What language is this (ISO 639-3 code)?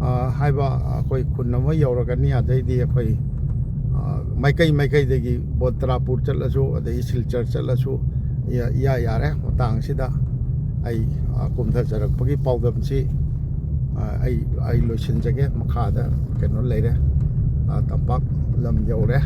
mni